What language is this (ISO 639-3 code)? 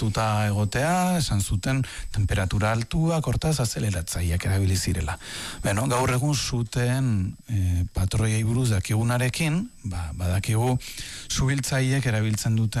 eus